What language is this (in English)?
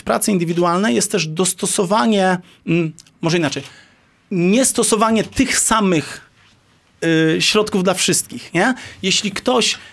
Polish